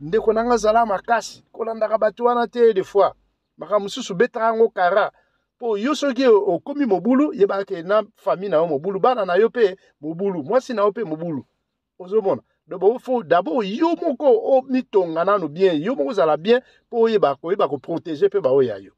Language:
Lingala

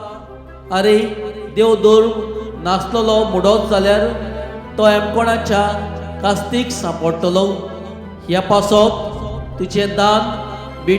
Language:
Konkani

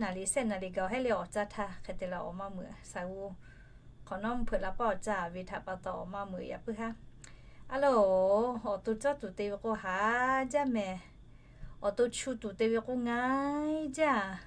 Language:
Lahu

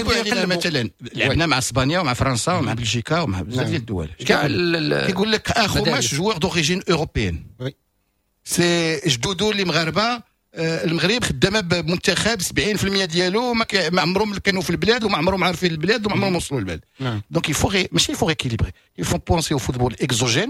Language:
Moroccan Arabic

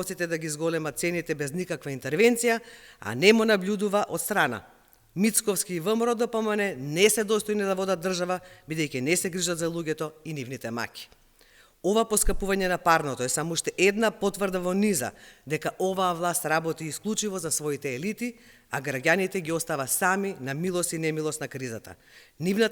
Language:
Macedonian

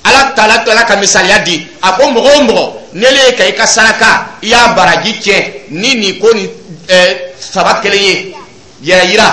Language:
Dyula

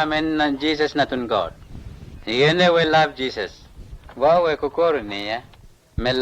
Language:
Mota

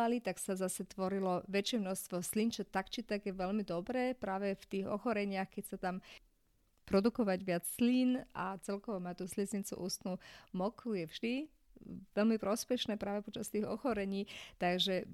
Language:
Slovak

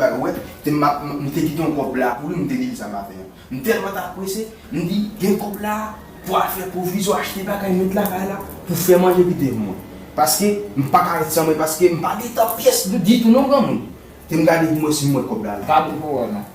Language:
Haitian Creole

